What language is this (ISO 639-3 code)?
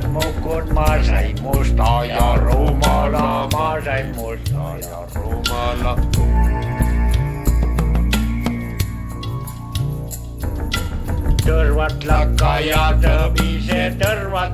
est